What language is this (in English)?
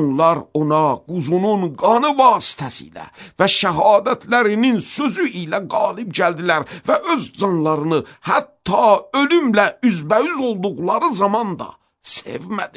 Azerbaijani